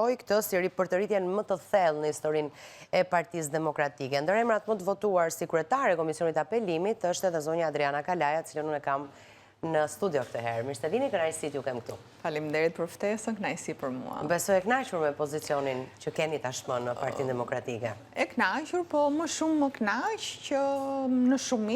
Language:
Albanian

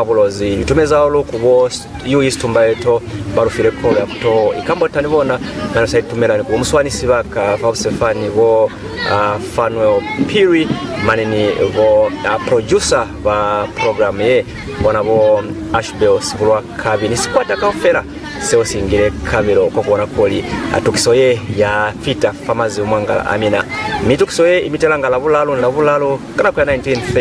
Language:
Lozi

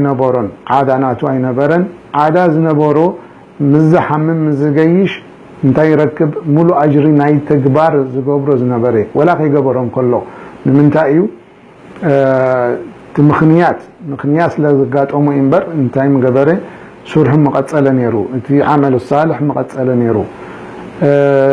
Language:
Tigrinya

